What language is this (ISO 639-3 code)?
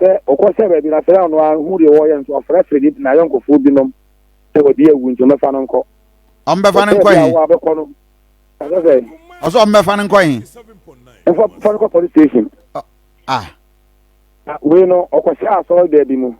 aka